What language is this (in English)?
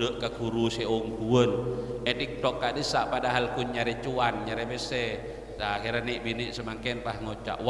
Madurese